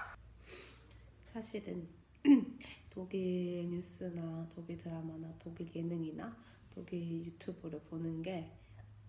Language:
Korean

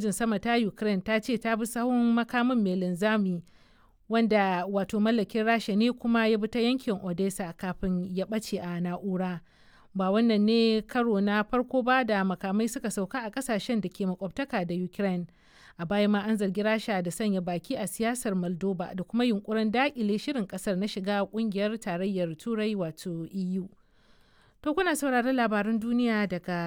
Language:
Hausa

